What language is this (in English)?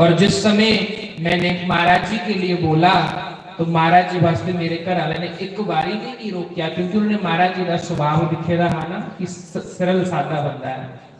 Dogri